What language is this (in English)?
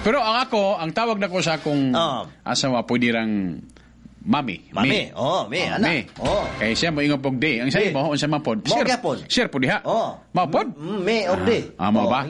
Cebuano